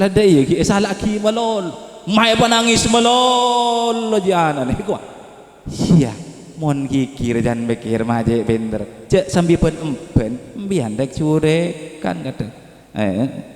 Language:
Madurese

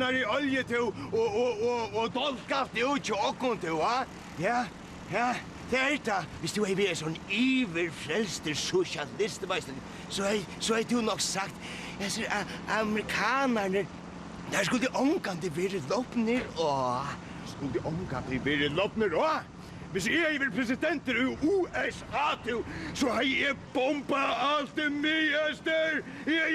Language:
Faroese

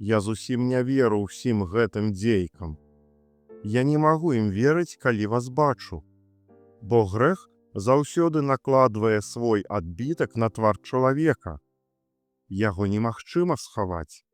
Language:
Belarusian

